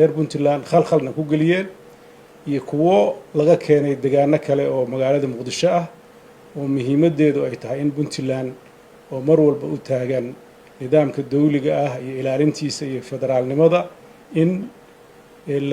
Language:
Somali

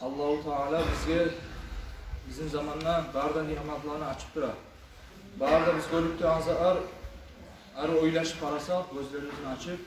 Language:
Kumyk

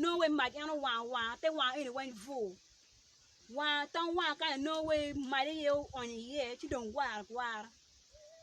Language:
Acoli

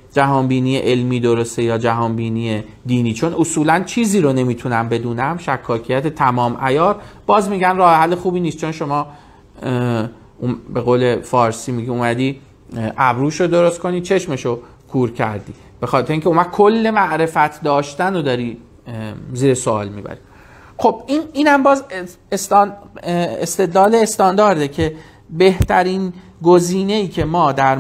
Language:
Persian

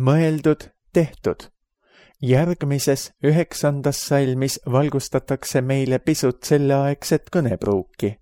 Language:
Estonian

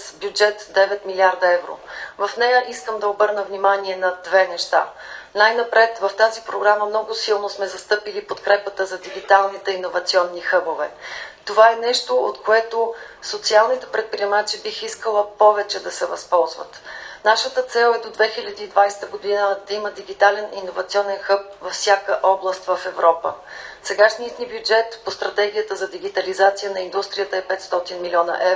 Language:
Bulgarian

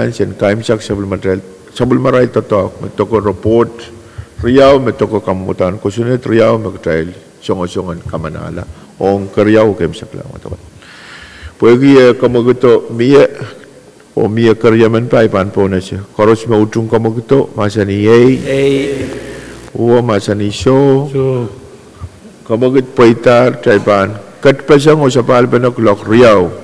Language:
Pohnpeian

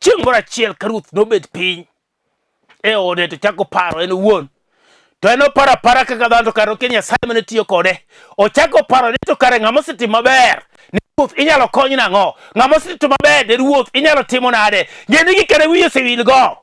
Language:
Luo (Kenya and Tanzania)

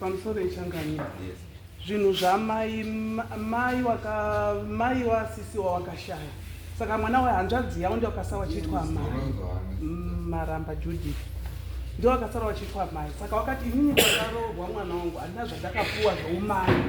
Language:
Shona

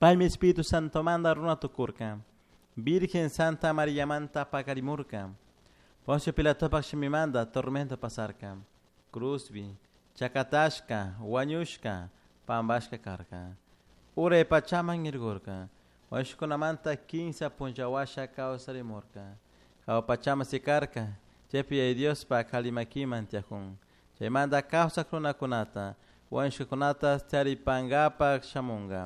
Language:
Chimborazo Highland Quichua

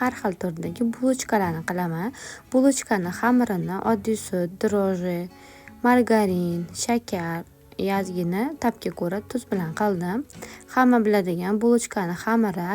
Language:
Uzbek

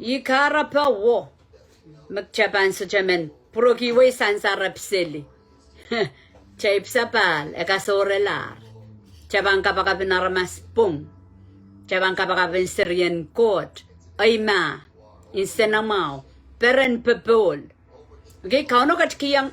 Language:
Pohnpeian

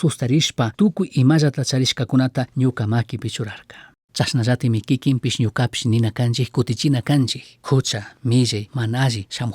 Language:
Chimborazo Highland Quichua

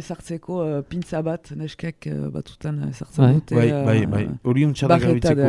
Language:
Basque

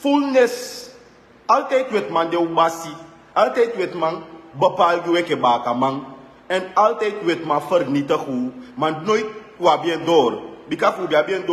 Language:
Sranan Tongo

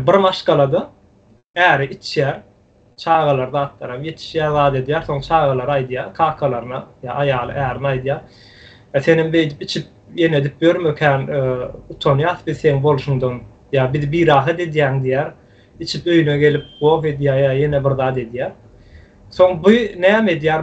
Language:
Turkmen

